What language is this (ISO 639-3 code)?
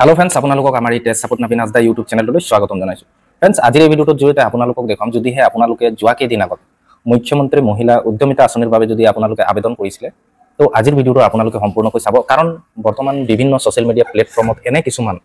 asm